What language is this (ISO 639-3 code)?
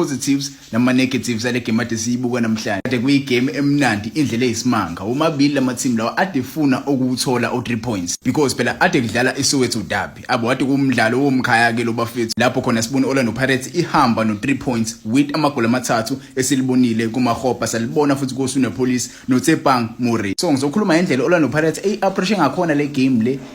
zul